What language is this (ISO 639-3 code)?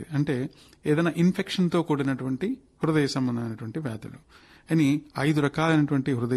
tel